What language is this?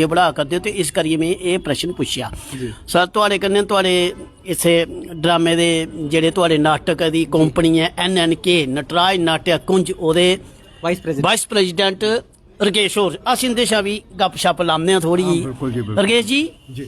Dogri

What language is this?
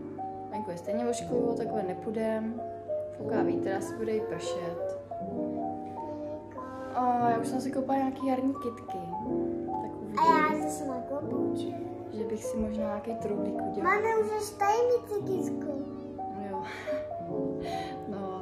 Czech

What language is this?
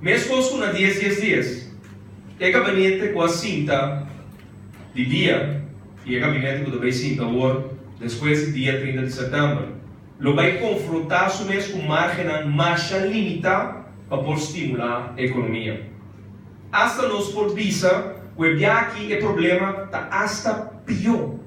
Papiamento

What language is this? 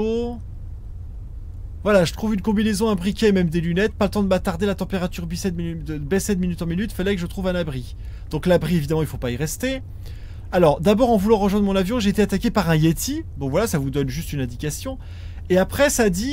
French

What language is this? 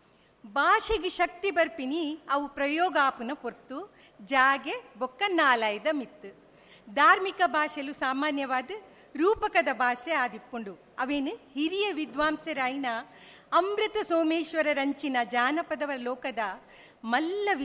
Tulu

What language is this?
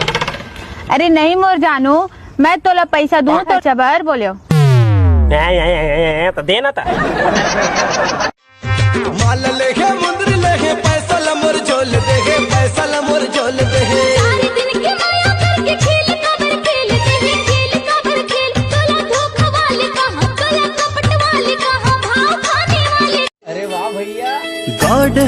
Chhattisgarhi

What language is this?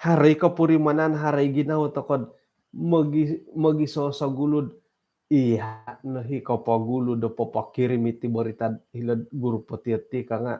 Central Dusun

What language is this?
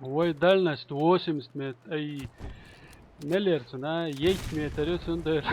Chechen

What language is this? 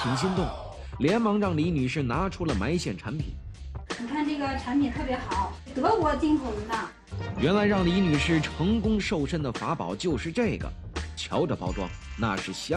Chinese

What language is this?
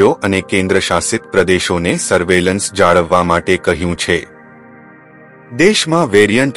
Gujarati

